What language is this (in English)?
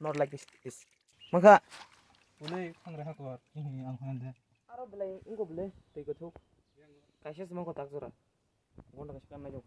Kok Borok